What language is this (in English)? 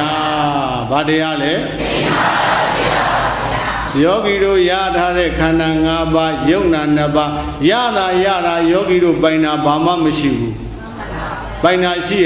Burmese